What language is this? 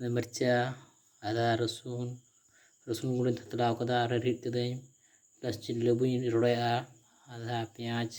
Santali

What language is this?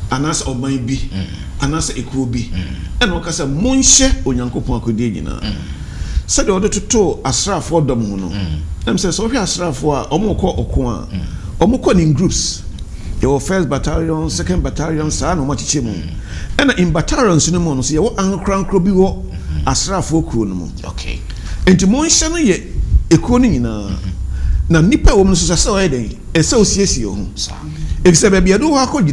Akan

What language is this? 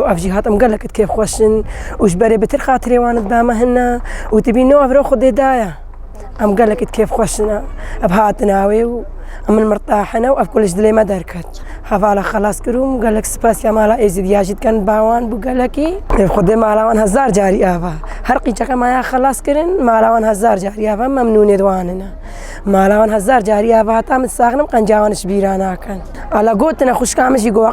Kurdish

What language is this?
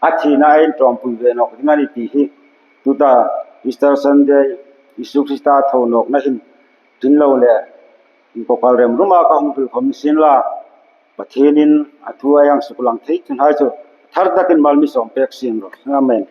Hmar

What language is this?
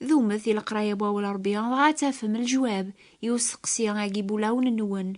Kabyle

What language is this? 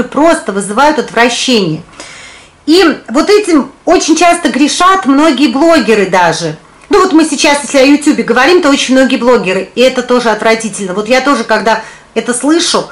Russian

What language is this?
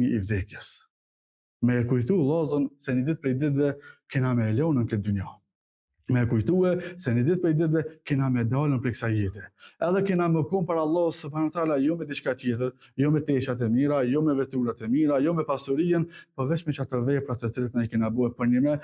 Albanian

